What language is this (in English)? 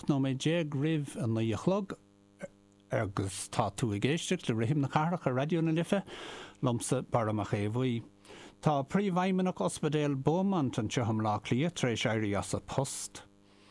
Irish